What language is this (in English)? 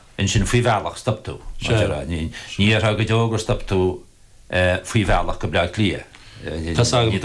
Irish